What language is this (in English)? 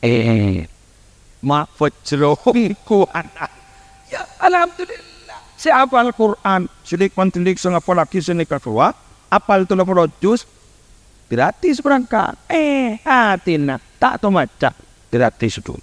Madurese